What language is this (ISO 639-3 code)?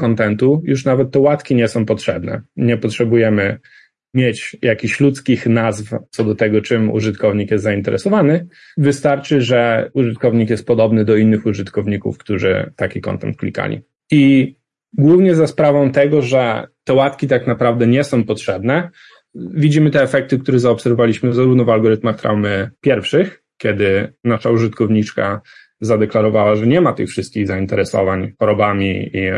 pol